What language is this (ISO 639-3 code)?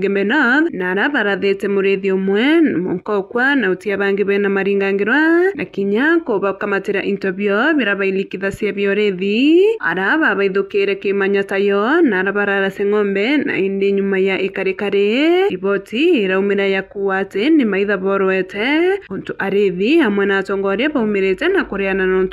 mer